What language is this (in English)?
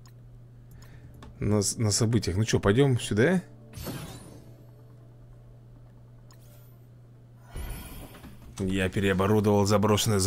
Russian